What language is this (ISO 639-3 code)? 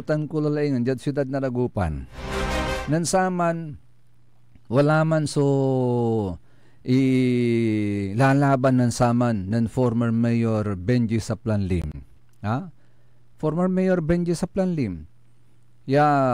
pag